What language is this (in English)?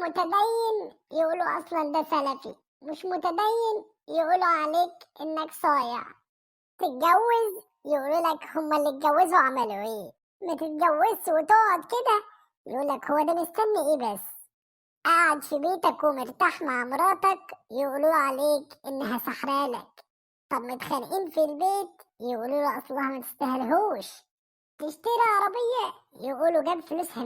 Egyptian Arabic